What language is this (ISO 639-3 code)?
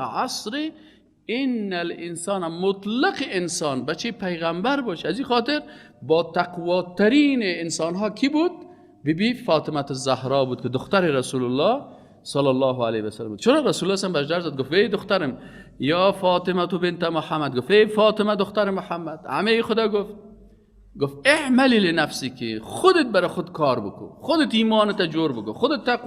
fas